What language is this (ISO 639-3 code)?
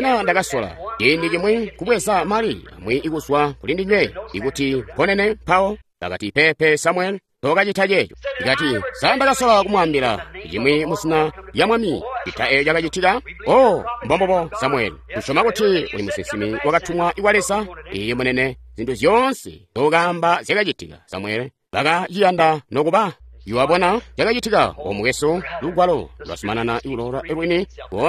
toi